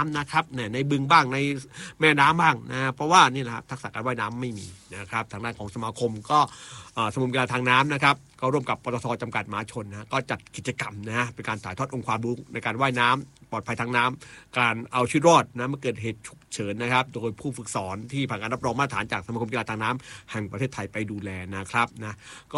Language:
Thai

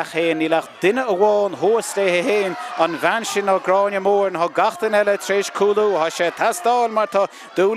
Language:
Irish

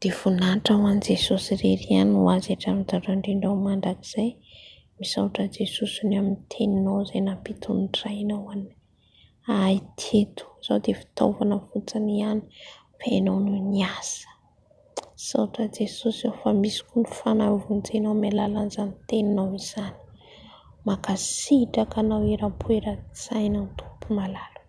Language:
Malagasy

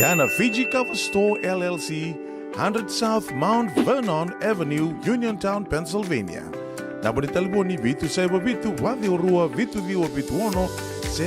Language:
Fijian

